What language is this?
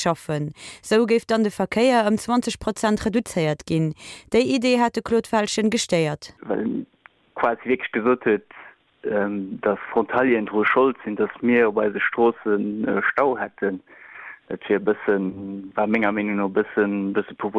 Luxembourgish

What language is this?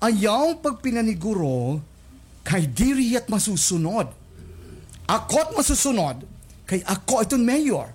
Waray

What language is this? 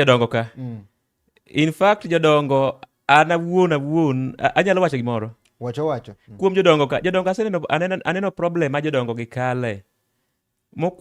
Luo (Kenya and Tanzania)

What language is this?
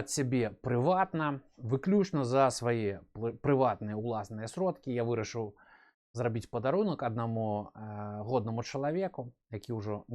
Belarusian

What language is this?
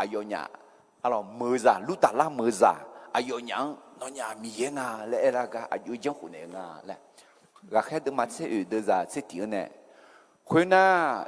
Akha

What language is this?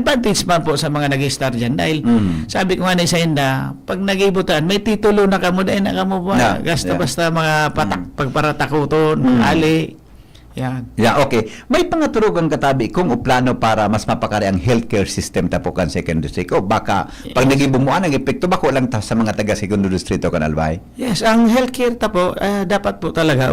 Bikol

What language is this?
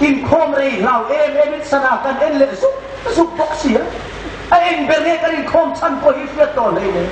Hmar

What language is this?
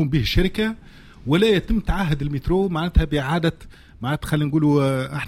Tunisian Arabic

